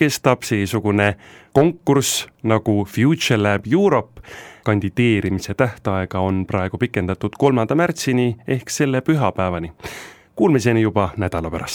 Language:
Estonian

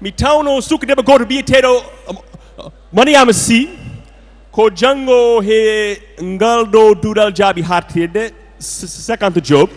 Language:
Fula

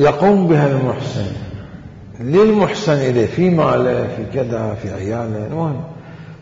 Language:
Mesopotamian Arabic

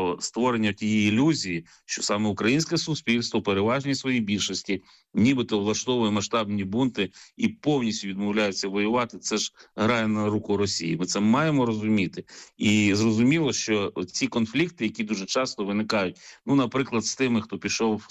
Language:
Ukrainian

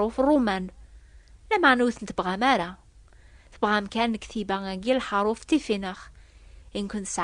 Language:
Kabyle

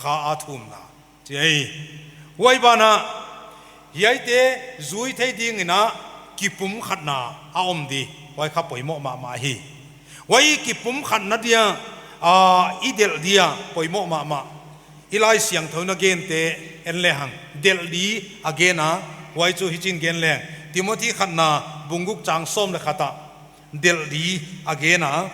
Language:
Paite Chin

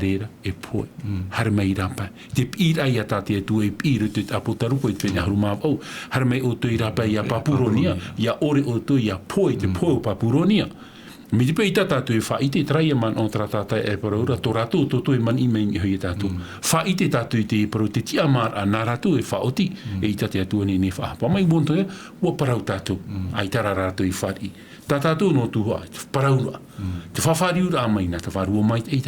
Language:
Tahitian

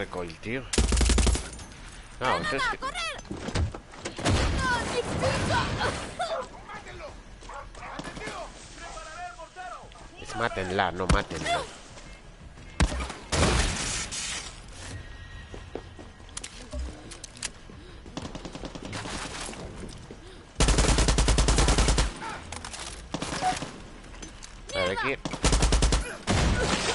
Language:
Spanish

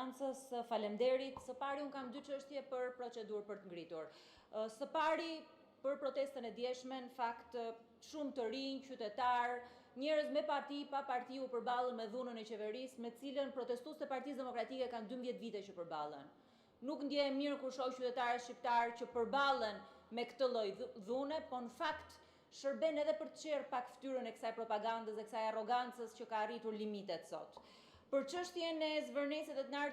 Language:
Albanian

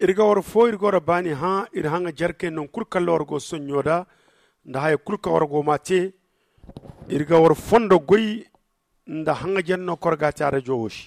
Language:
Zarma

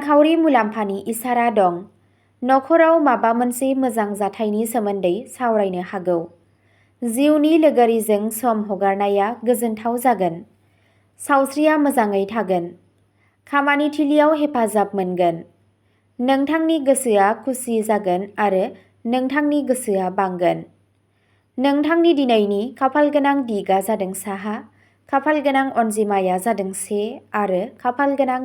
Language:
Bodo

